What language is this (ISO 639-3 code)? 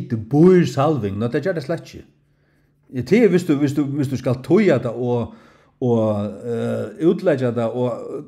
fao